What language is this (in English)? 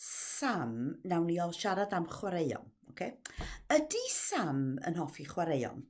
Welsh